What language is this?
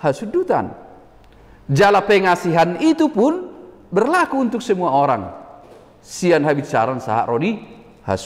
Batak Toba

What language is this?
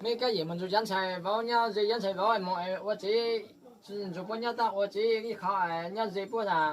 Hmong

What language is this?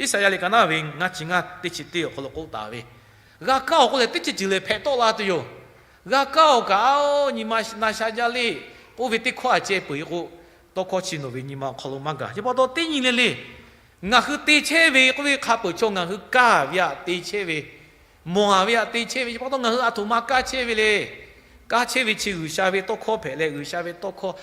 Lahu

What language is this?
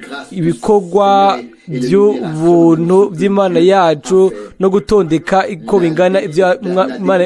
Rundi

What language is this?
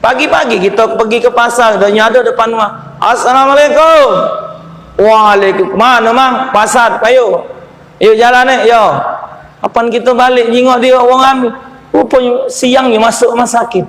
Musi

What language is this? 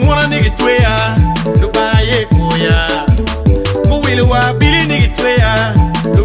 Acoli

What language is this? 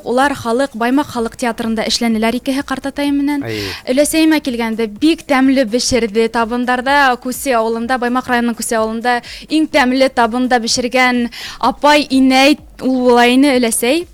Bashkir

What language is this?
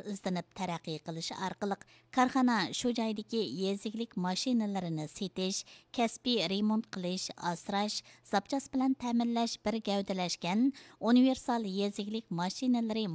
Uyghur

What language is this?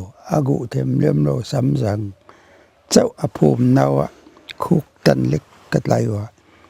Paite Chin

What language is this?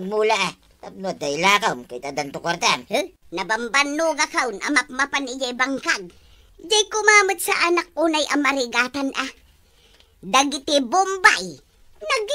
Iloko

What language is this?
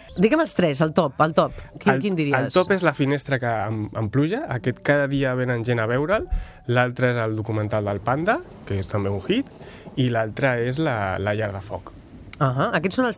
Catalan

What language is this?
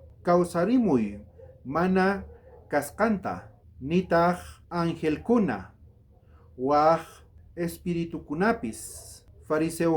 South Bolivian Quechua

